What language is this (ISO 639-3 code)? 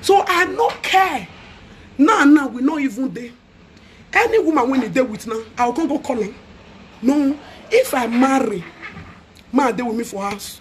pcm